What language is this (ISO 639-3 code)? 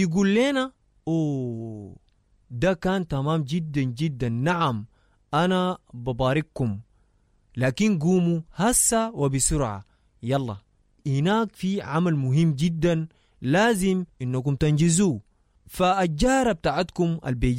apd